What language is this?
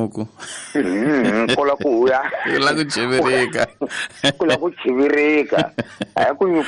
Tsonga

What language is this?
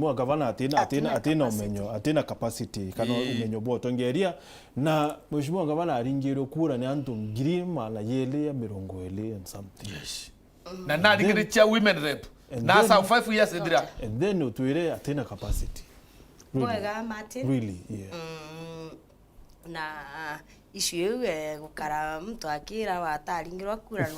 Meru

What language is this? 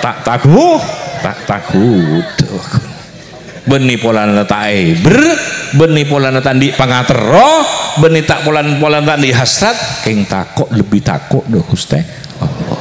Madurese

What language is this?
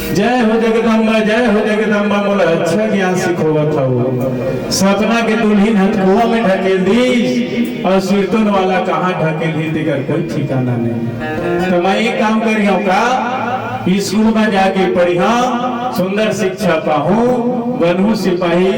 Chhattisgarhi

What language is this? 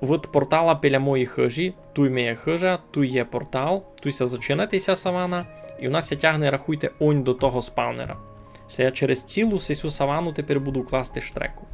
Rusyn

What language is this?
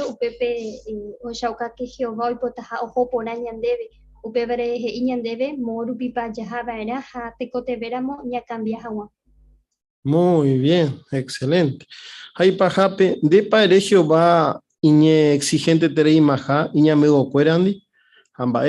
Guarani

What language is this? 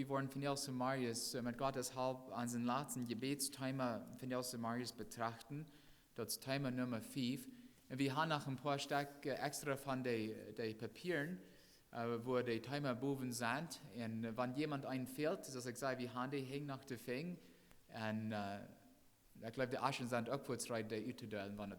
Plautdietsch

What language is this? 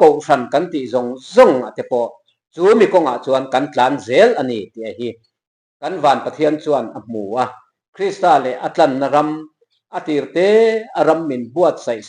Mizo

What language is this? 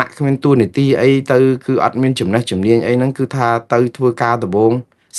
Khmer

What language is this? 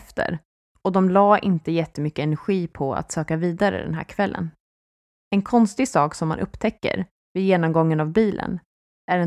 Swedish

